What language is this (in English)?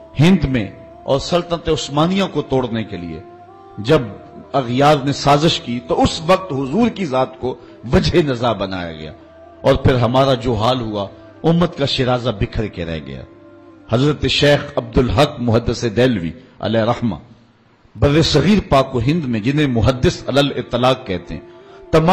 Urdu